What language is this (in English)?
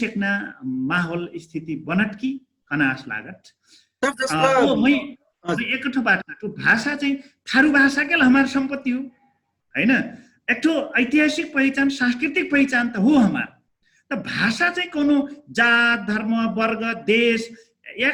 Dangaura Tharu